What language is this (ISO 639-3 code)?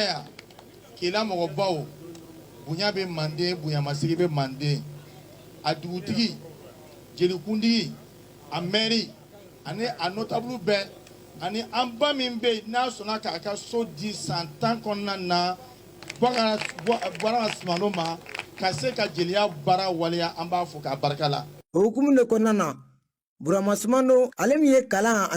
bam